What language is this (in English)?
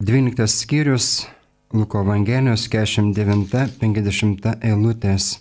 Lithuanian